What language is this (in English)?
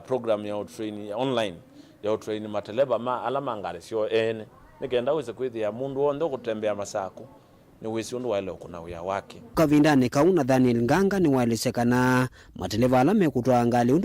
Kamba